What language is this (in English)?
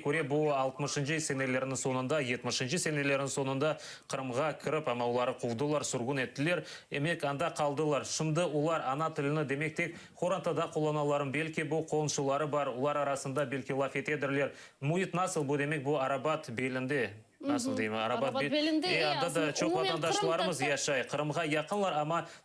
Crimean Tatar